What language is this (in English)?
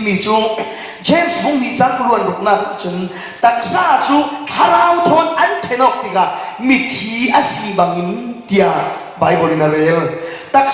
Falam Chin